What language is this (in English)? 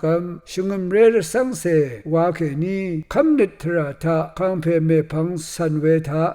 Rawang